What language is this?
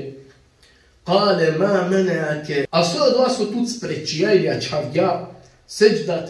Balkan Romani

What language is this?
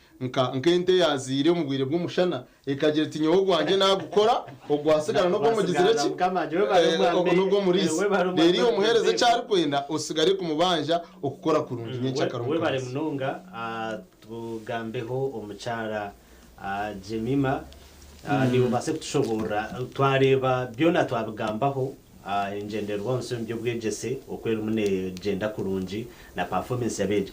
Nyankole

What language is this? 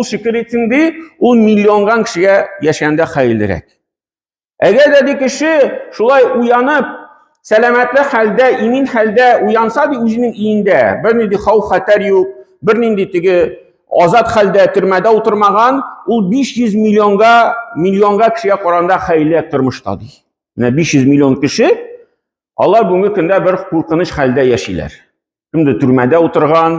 Tatar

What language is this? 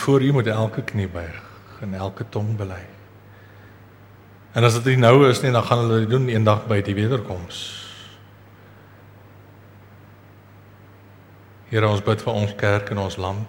Afrikaans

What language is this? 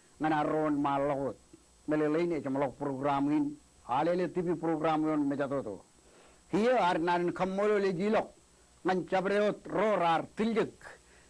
Marshallese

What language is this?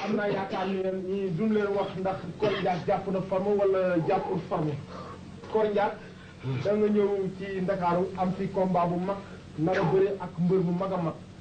Wolof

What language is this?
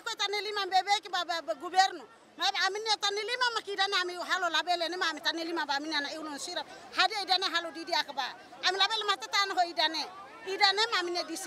Tetum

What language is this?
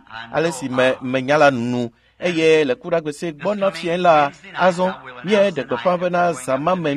Ewe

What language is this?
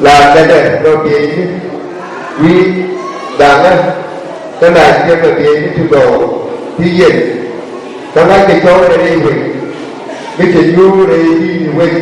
Nuer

